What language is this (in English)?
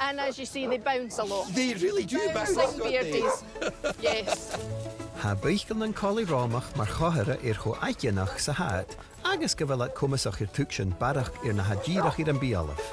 Scottish Gaelic